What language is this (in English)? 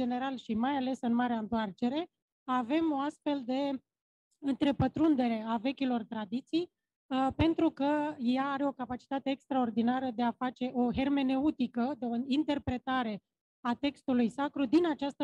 Romanian